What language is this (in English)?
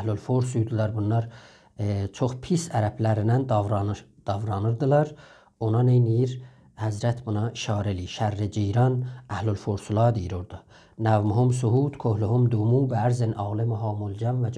South Azerbaijani